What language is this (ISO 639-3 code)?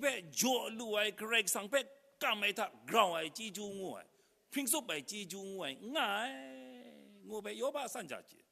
kac